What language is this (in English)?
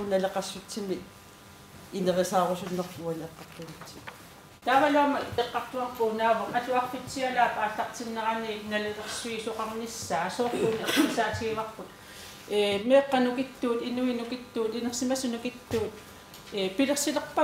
Kalaallisut